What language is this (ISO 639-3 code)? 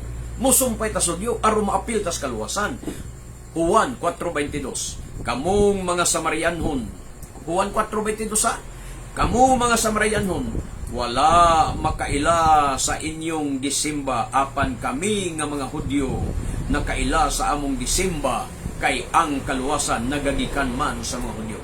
ceb